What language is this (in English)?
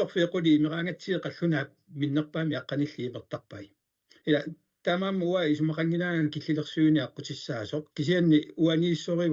Kalaallisut